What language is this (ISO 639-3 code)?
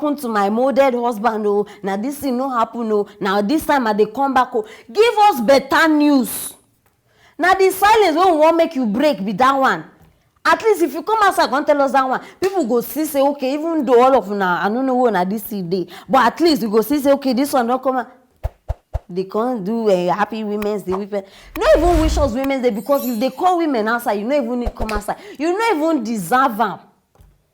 pcm